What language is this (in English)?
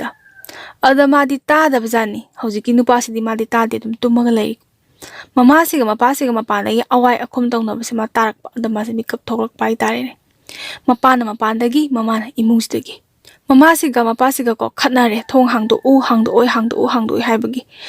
Manipuri